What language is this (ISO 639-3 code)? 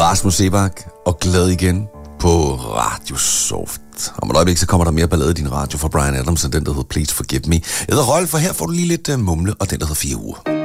dan